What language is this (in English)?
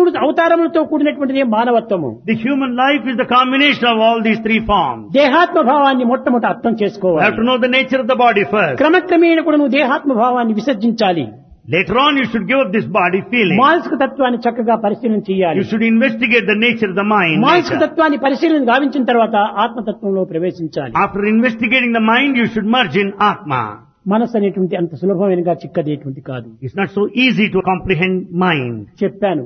Telugu